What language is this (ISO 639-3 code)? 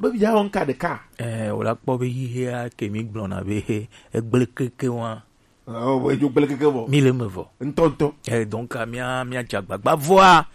gej